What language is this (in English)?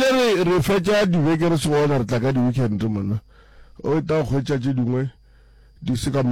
Northern Sotho